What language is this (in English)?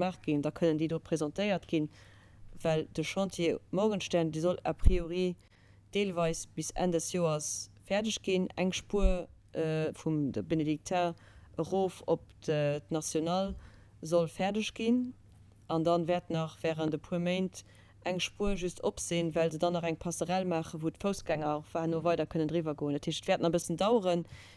Luxembourgish